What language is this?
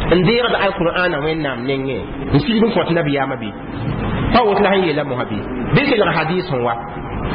Mossi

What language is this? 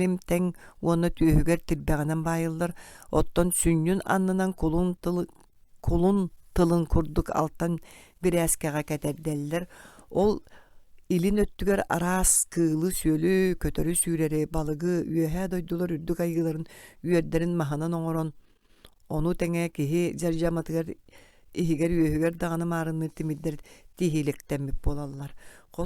Yakut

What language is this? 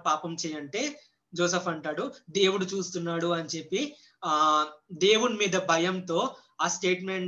Telugu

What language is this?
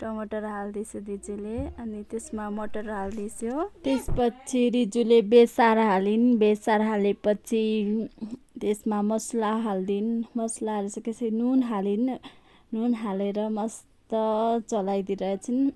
Nepali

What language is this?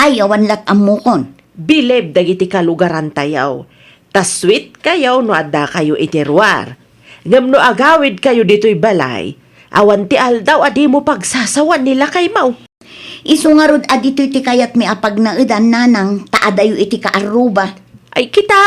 Iloko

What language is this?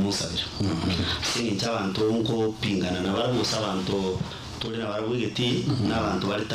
Gusii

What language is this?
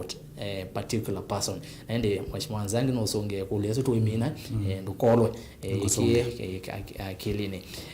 Kamba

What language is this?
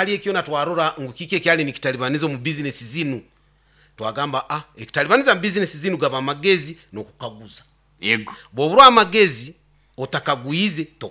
Nyoro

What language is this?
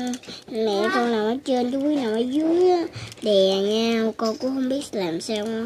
Vietnamese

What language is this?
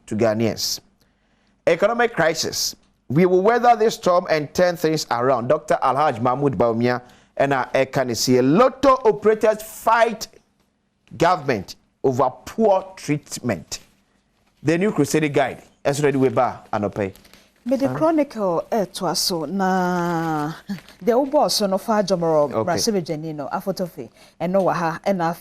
Akan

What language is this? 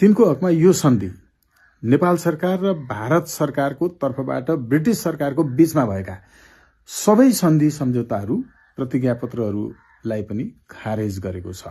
Nepali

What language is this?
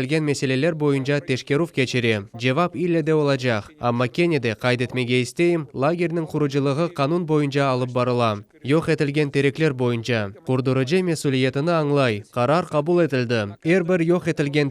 Crimean Tatar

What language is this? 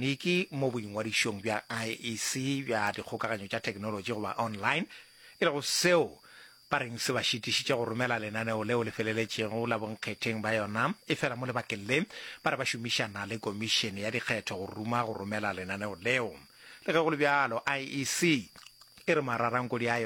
Northern Sotho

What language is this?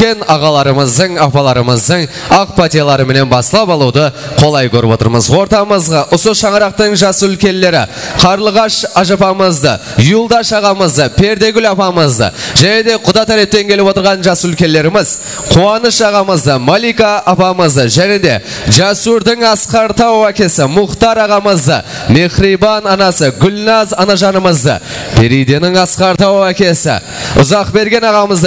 Kara-Kalpak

